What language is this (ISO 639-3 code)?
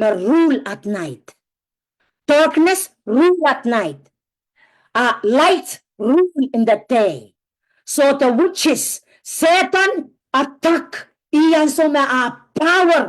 pon